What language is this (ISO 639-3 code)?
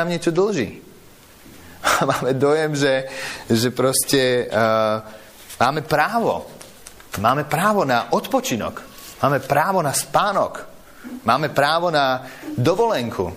slk